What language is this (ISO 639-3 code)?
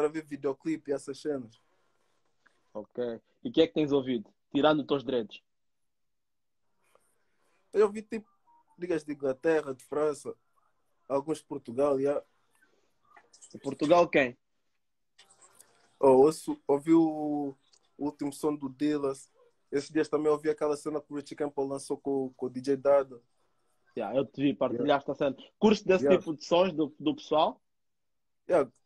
por